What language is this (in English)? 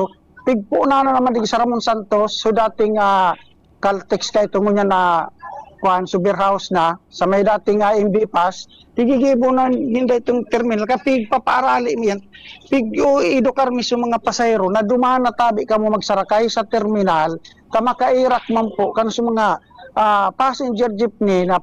Bikol